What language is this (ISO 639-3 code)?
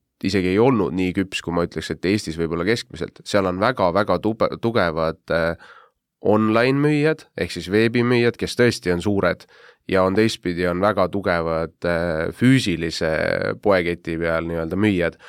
est